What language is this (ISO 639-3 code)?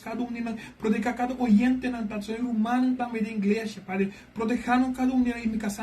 pap